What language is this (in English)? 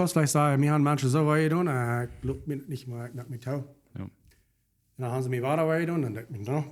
Plautdietsch